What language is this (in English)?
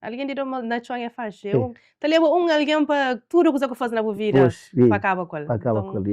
Kabuverdianu